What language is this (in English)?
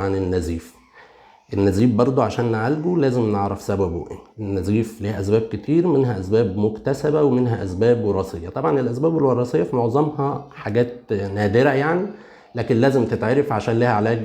Egyptian Arabic